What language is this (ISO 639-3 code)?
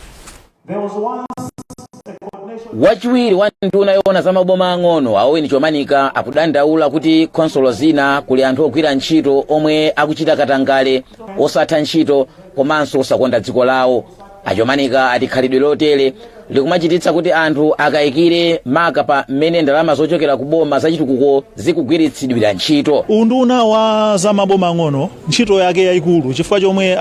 nya